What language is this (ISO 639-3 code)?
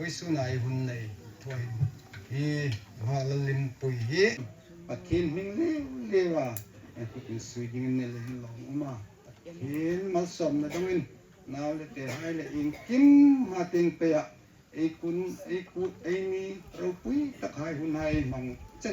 hmr